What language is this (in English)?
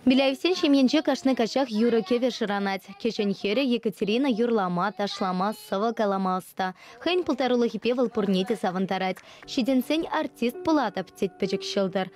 Chuvash